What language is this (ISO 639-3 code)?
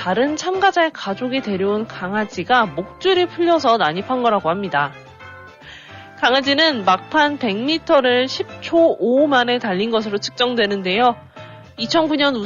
kor